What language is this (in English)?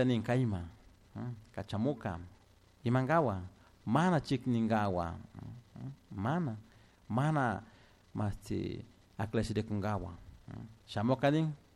Chimborazo Highland Quichua